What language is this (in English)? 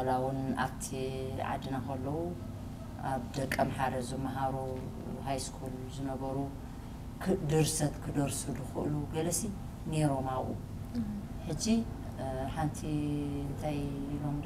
Tigrinya